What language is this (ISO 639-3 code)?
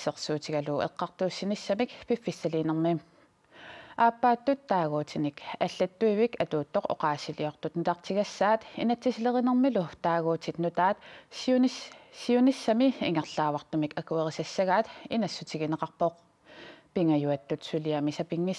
kal